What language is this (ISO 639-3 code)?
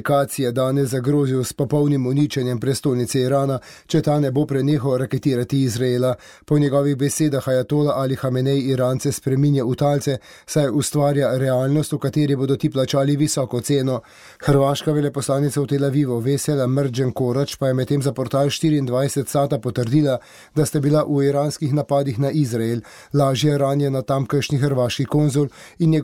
slv